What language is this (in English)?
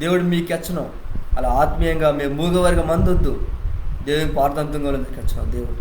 Koya